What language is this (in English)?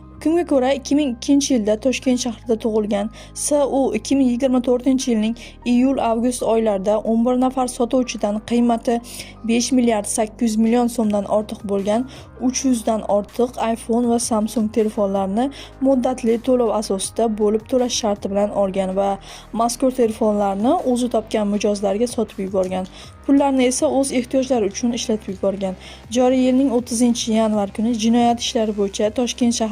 Uzbek